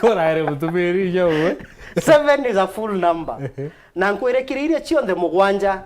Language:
Meru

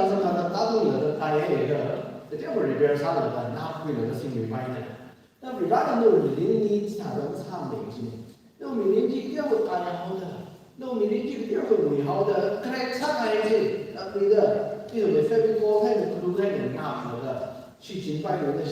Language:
Tangkhul Naga (India)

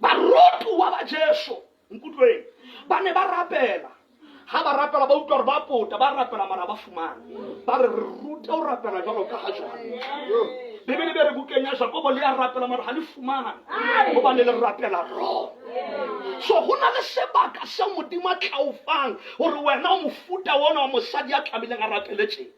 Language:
Southern Sotho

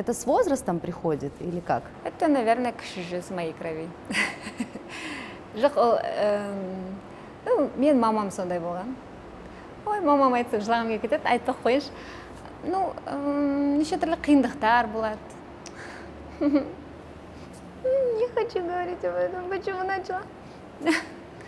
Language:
Kazakh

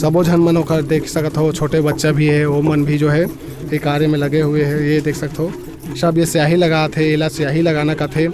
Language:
Chhattisgarhi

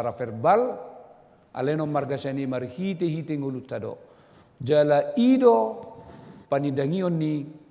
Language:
Batak Toba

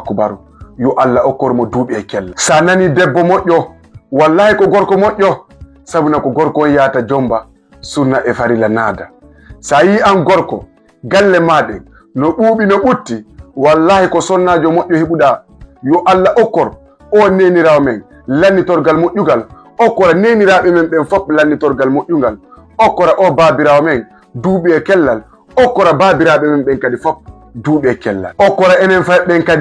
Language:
Fula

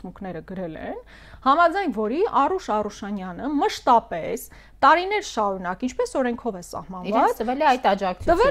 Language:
Armenian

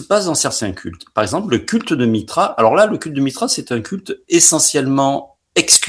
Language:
French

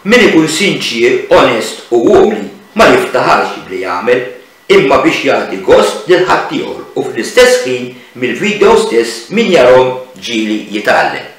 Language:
Maltese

